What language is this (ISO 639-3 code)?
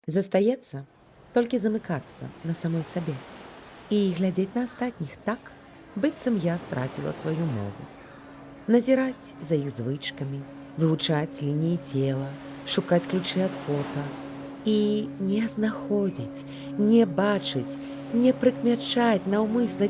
bel